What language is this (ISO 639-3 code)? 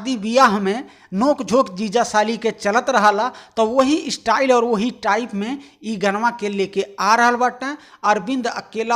bho